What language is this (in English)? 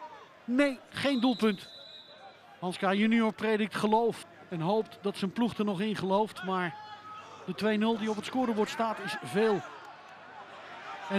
Dutch